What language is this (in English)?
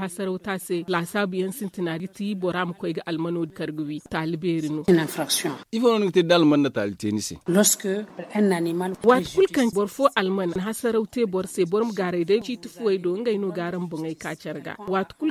Zarma